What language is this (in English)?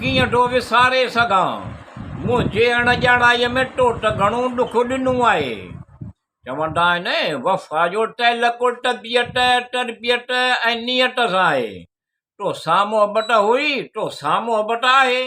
Sindhi